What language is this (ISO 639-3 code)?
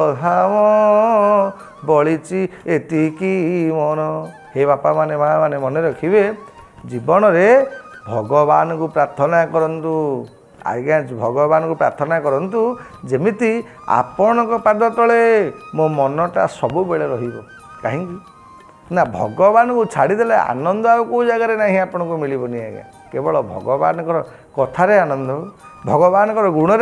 ori